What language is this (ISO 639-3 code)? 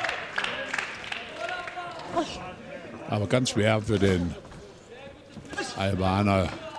deu